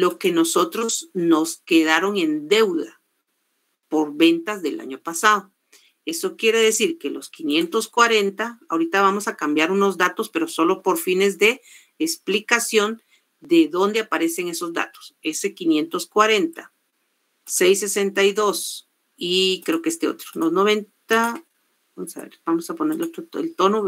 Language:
Spanish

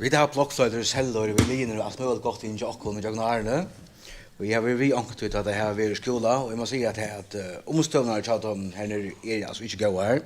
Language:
Faroese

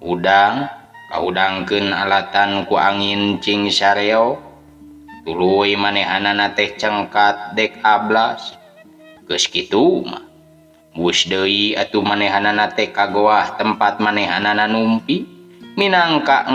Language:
Sundanese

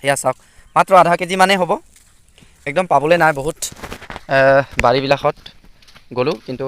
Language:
Assamese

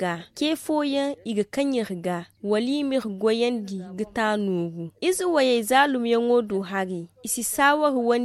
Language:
Zarma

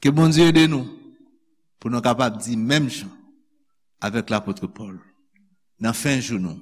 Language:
Haitian Creole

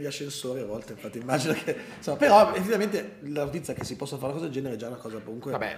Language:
Italian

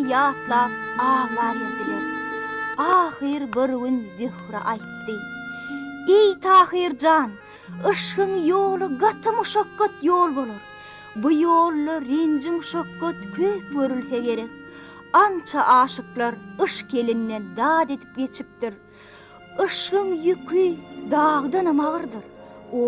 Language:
Turkmen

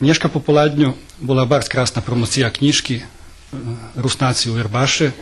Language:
Rusyn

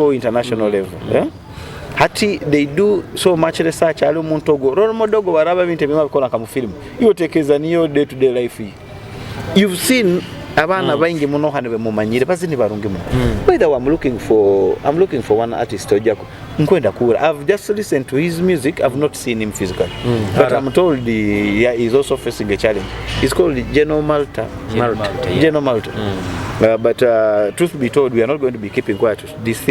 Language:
Nyoro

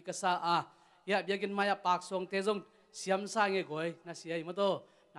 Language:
Tedim Chin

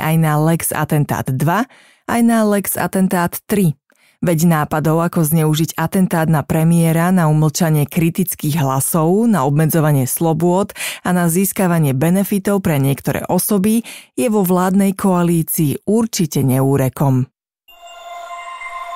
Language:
Slovak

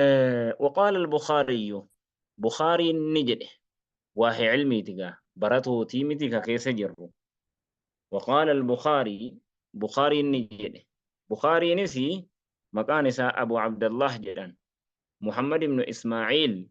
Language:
Oromo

